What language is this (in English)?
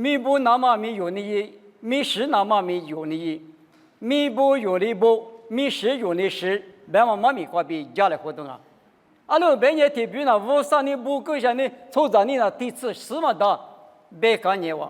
Lisu